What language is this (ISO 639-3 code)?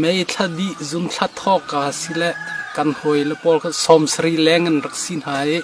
cnh